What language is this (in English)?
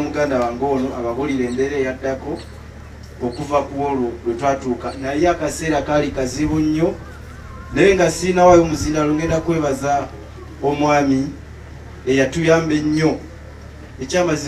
Ganda